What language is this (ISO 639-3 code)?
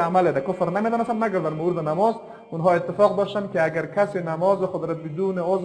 fas